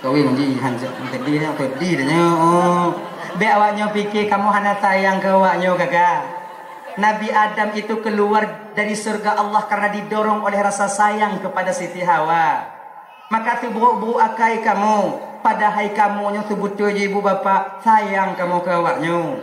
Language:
Achinese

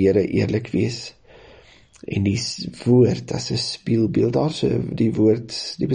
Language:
Afrikaans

